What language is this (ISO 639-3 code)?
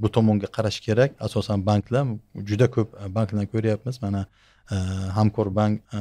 uzb